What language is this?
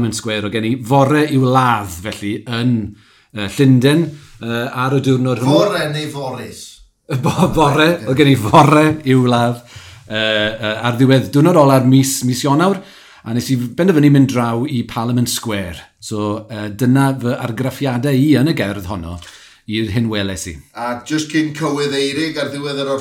Welsh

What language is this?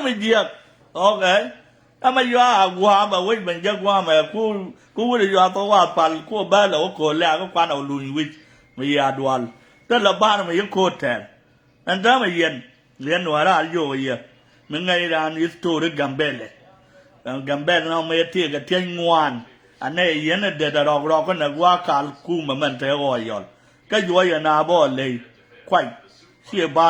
Nuer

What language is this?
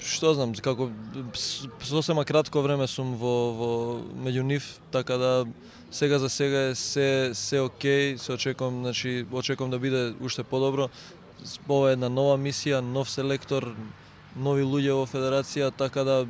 Macedonian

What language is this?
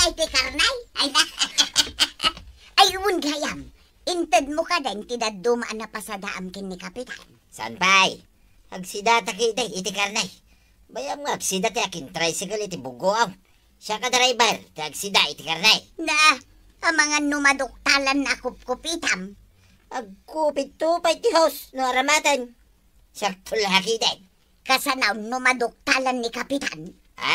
Iloko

